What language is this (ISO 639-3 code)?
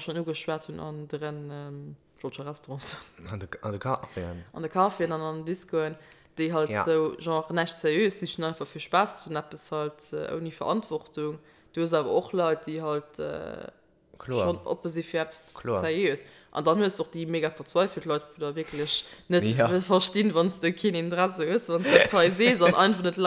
ltz